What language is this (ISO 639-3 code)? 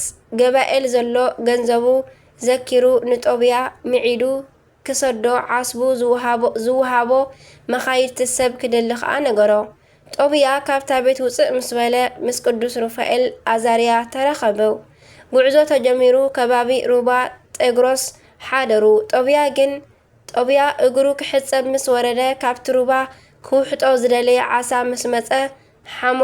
tir